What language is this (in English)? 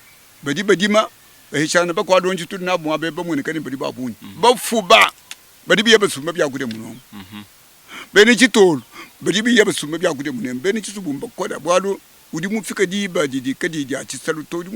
Luba-Lulua